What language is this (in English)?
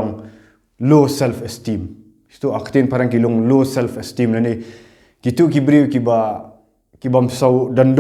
Khasi